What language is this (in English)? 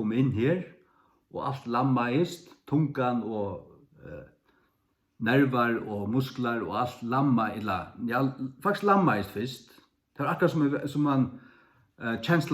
Faroese